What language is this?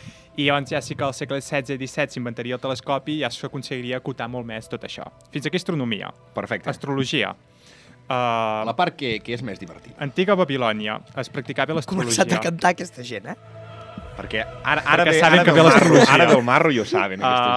Catalan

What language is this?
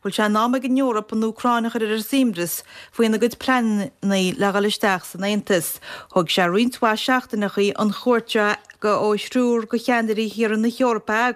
Irish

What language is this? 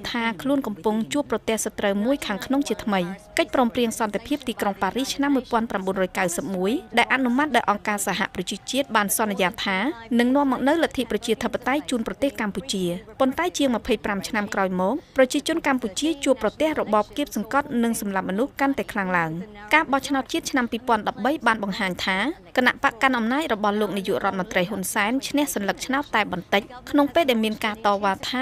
Khmer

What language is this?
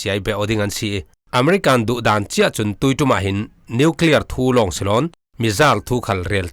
Falam Chin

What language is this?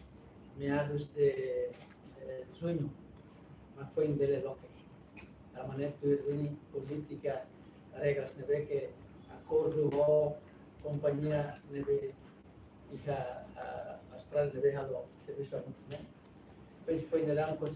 Tetum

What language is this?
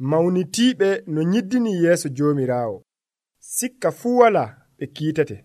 Nigerian Fulfulde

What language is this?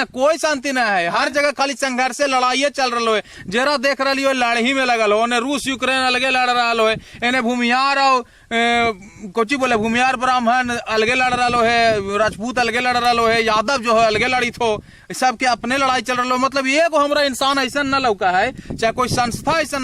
Magahi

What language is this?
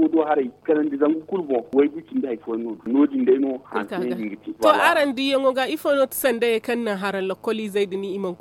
Zarma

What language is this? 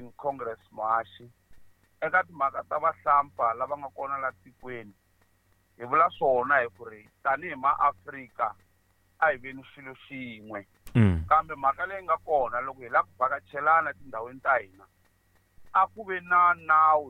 Tsonga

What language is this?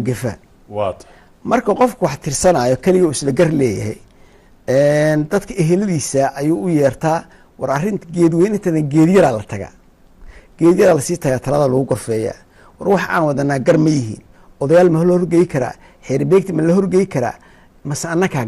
Somali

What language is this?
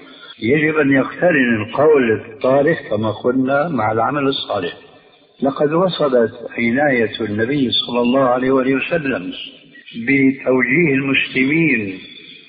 Arabic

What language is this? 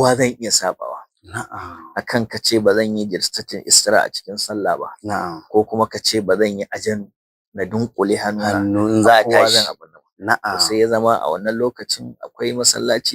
Hausa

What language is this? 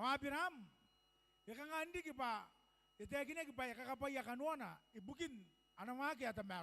Gilbertese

